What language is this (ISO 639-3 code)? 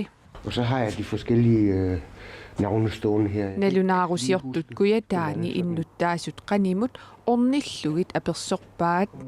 kal